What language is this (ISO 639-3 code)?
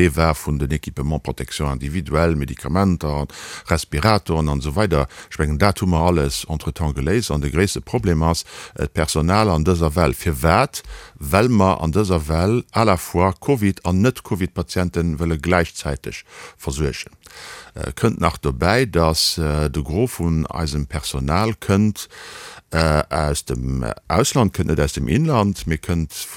ltz